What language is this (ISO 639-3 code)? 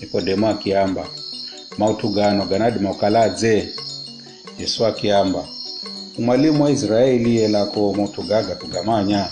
nyf